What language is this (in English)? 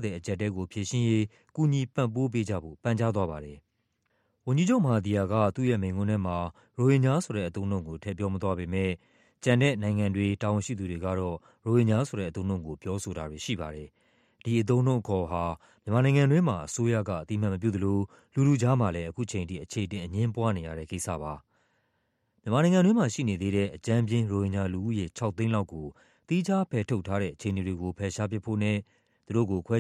Burmese